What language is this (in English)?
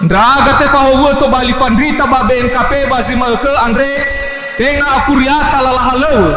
Nias